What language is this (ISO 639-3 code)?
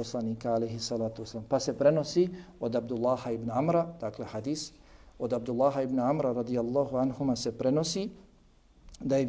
bos